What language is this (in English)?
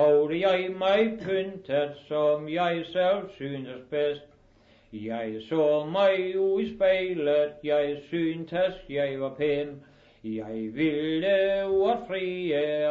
Danish